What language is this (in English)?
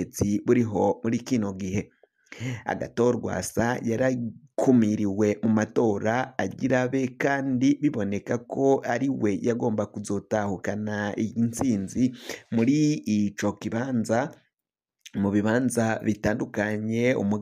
Rundi